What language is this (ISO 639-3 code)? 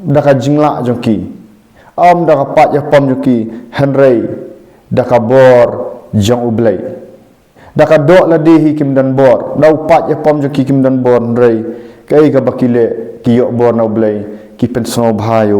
kha